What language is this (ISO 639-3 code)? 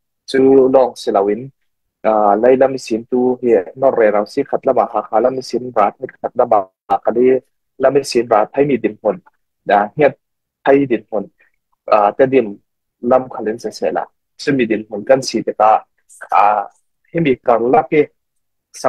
cfm